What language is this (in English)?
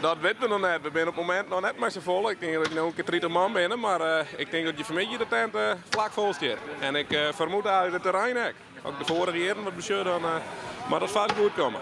Western Frisian